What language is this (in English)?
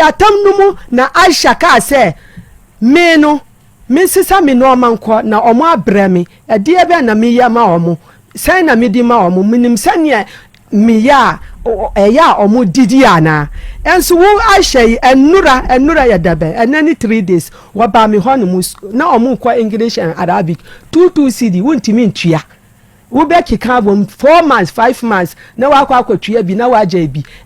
Akan